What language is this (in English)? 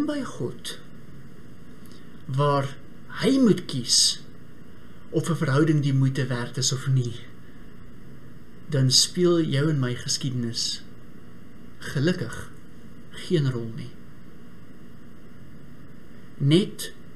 Afrikaans